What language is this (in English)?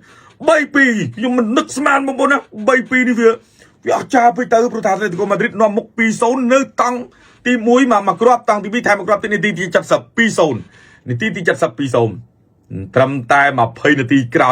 Khmer